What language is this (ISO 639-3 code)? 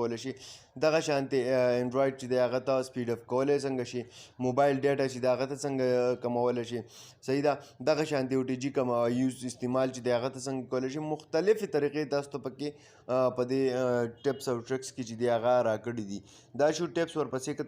pus